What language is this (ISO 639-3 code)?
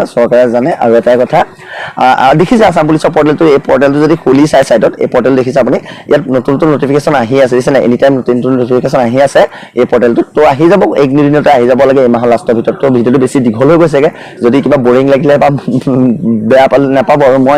asm